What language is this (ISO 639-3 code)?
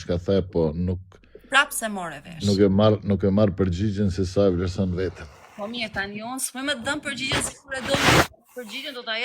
sqi